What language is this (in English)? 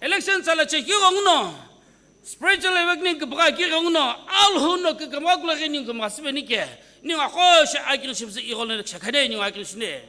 Sumi Naga